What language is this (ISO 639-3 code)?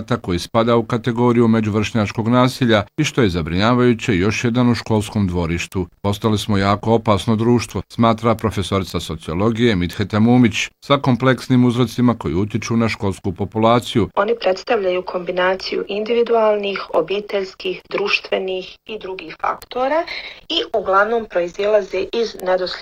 bos